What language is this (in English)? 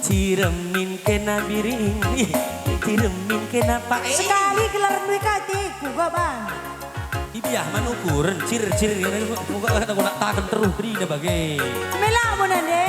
Batak Karo